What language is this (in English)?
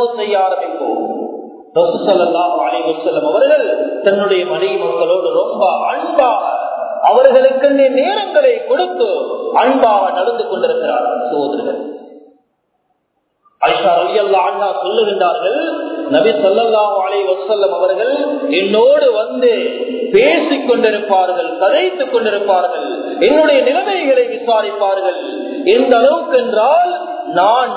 Tamil